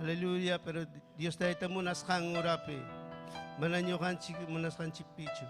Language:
Ayacucho Quechua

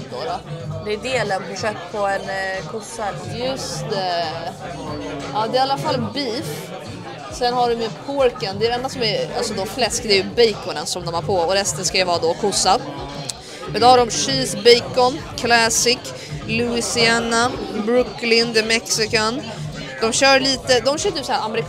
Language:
Swedish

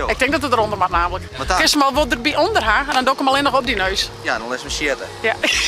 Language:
Western Frisian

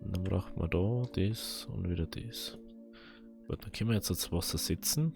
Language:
Bavarian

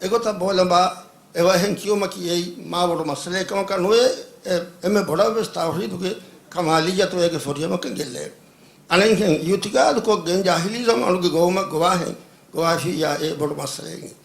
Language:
Divehi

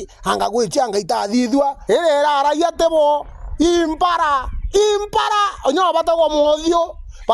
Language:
Meru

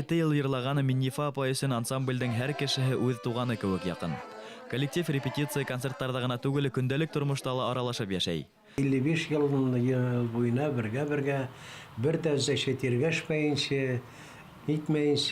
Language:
Bashkir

